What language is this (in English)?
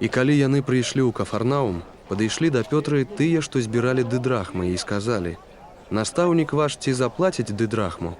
Belarusian